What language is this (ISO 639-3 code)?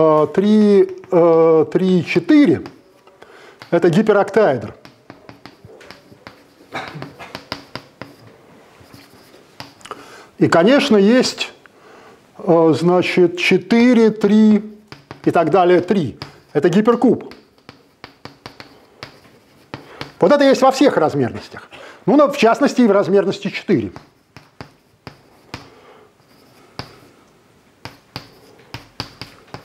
rus